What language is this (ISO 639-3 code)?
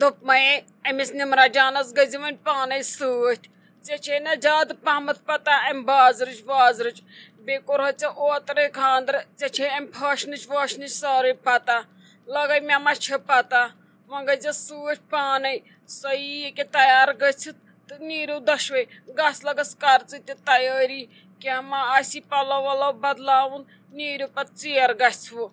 kas